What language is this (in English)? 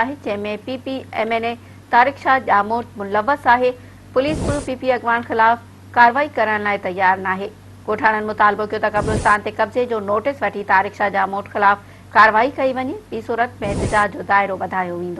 Sindhi